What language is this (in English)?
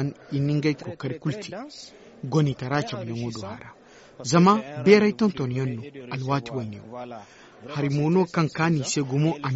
Zarma